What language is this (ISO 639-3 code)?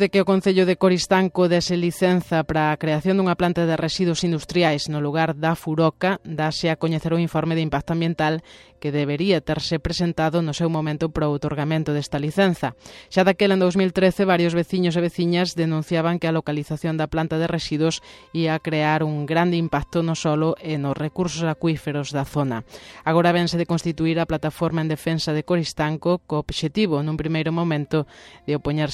glg